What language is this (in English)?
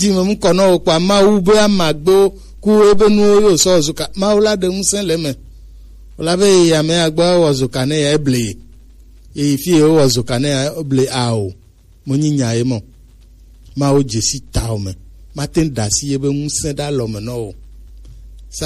Gen